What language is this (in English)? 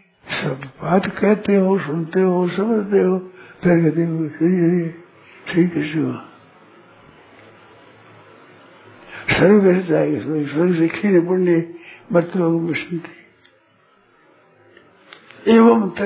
Hindi